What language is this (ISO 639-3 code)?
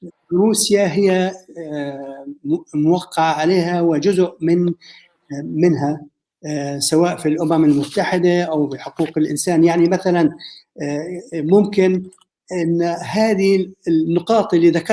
apc